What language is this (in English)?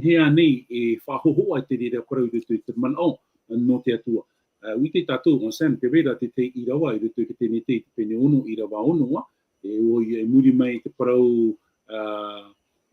Tahitian